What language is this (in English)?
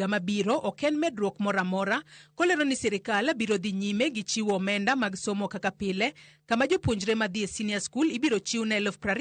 Luo (Kenya and Tanzania)